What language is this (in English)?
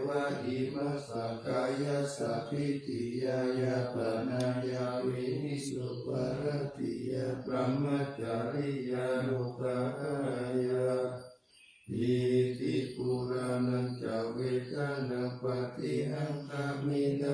Pali